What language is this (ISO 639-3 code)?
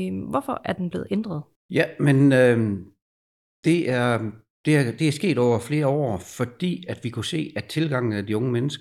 dan